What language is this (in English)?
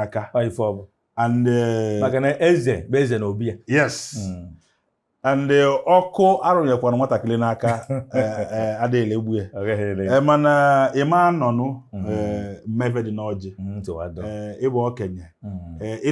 Igbo